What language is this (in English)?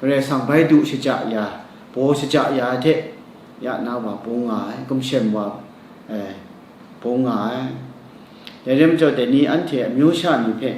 Kachin